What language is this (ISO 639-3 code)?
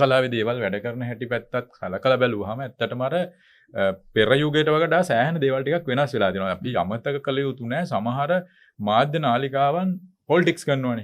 sin